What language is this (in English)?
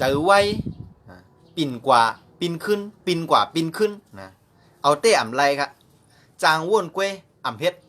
Shan